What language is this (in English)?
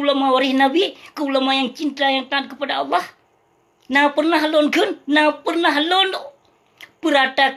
Achinese